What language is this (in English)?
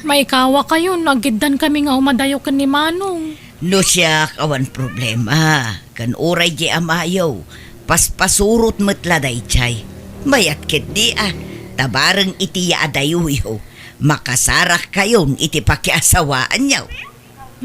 Iloko